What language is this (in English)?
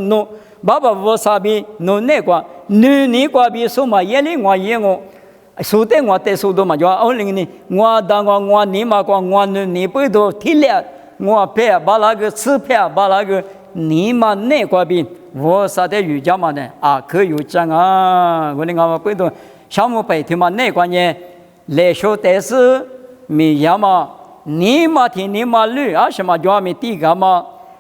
Lisu